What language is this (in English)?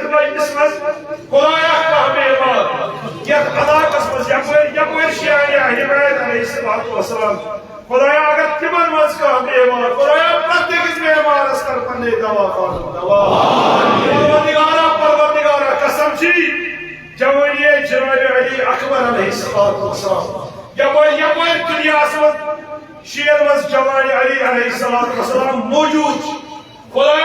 Kashmiri